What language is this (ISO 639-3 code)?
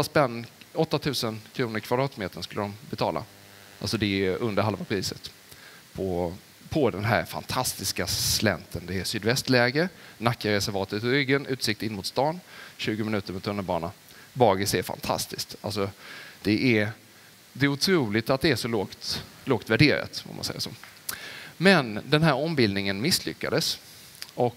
swe